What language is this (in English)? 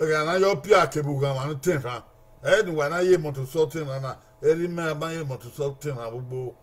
Bini